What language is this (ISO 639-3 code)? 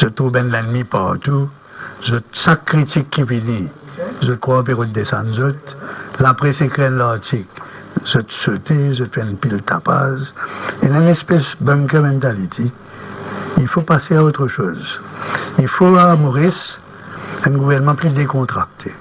mfe